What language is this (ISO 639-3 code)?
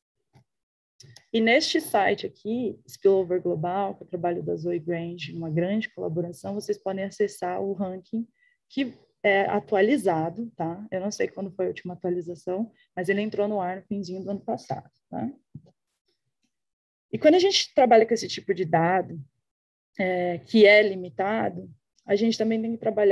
por